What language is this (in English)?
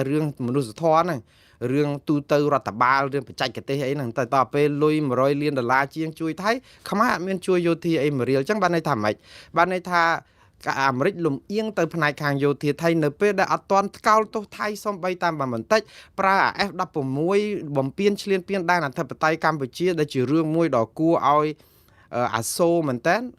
Khmer